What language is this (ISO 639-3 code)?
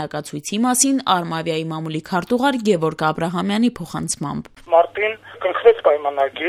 hye